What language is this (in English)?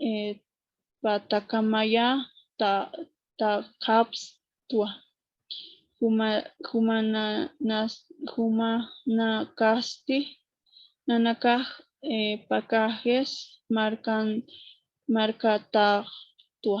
Aymara